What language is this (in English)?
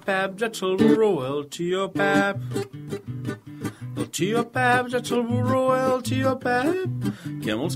Catalan